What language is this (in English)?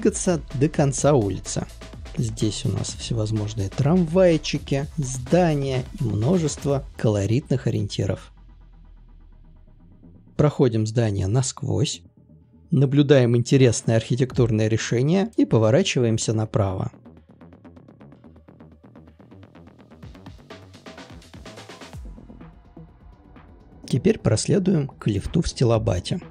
Russian